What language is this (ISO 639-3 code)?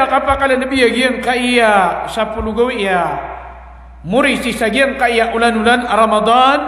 mrw